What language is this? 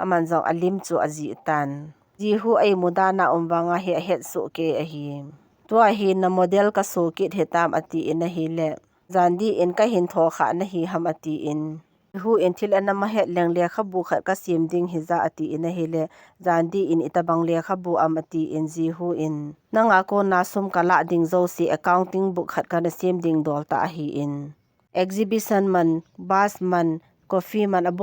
Thado Chin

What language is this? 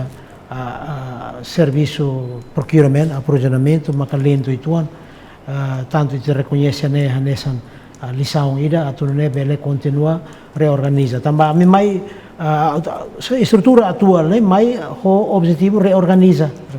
Tetum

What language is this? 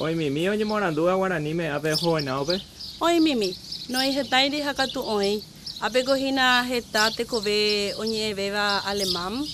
Guarani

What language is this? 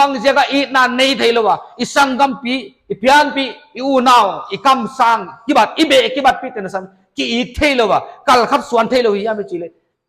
Paite Chin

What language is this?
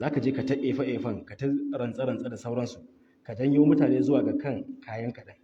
Hausa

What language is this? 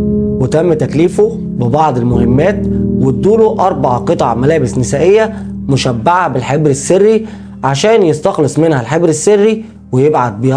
Egyptian Arabic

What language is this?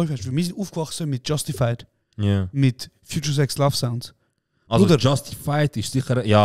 Swiss German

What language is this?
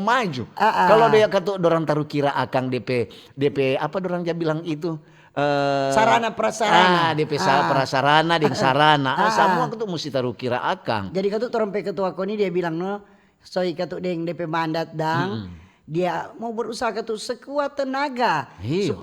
Manado Malay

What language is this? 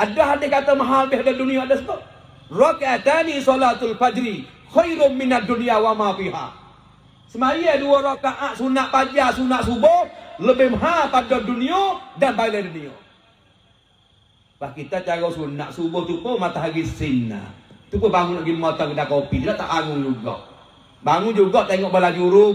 Malay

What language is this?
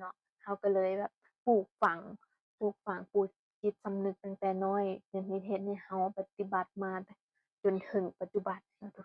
Northeastern Thai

